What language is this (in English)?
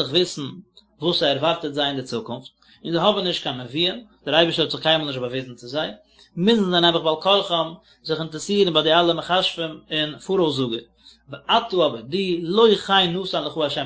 Yiddish